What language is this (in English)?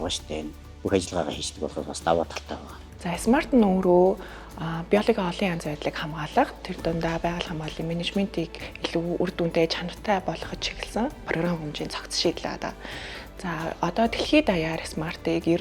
Mongolian